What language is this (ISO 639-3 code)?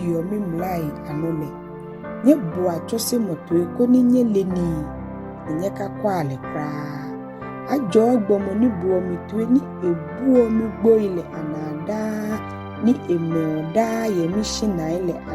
gaa